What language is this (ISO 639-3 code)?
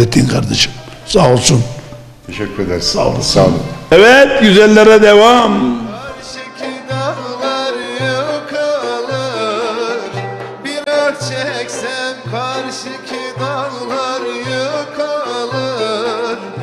tur